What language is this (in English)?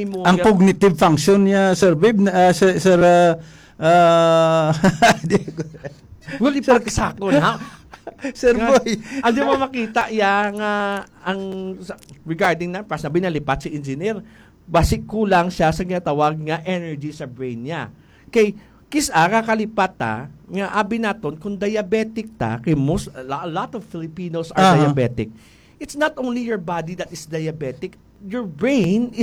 Hiligaynon